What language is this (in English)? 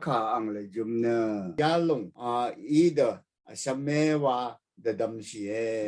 Rawang